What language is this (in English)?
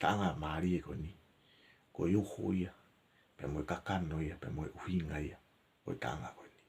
Tongan